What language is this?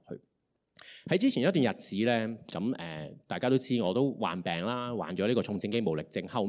Cantonese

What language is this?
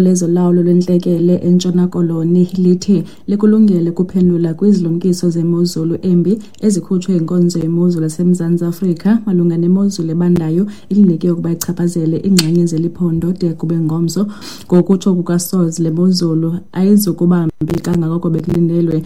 Xhosa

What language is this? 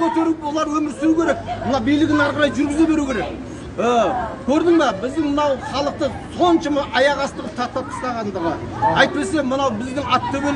Kazakh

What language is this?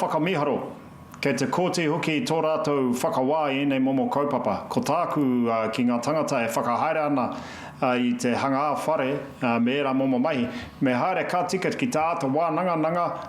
Māori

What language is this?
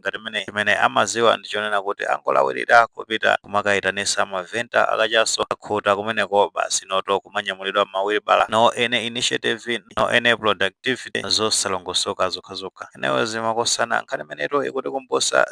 Nyanja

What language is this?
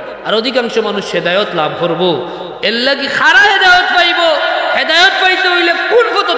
Sylheti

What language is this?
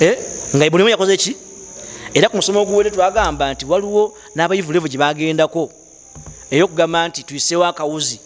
Ganda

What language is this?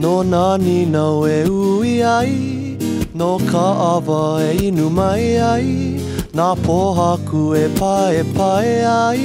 Hawaiian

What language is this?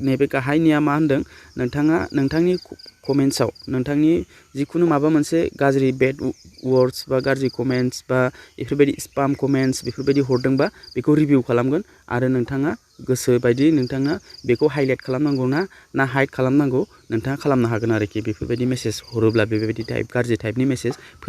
Bodo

